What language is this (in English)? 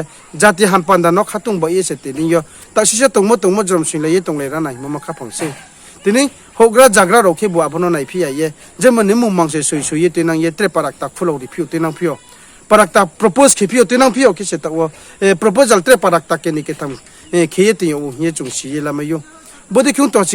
Riang (India)